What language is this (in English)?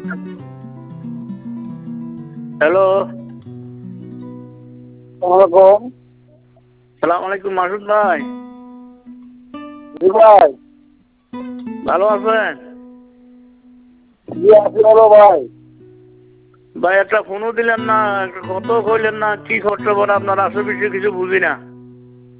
Bangla